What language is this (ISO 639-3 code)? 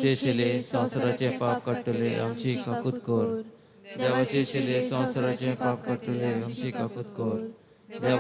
kok